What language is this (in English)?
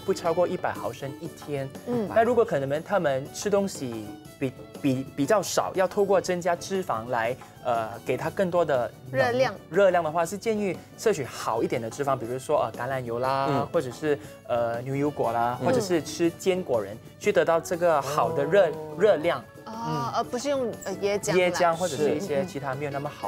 Chinese